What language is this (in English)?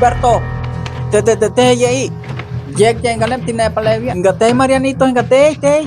Isthmus-Mecayapan Nahuatl